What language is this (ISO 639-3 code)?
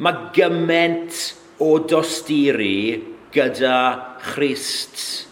cym